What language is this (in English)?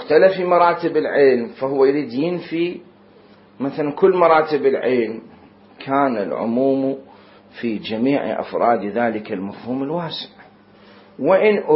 Mesopotamian Arabic